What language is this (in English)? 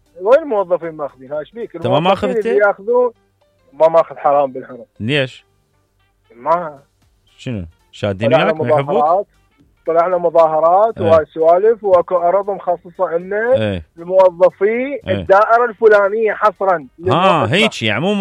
Mesopotamian Arabic